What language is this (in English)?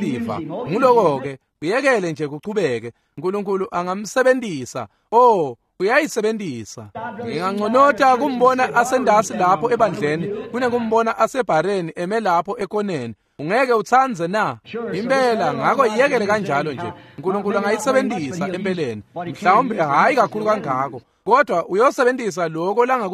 Swati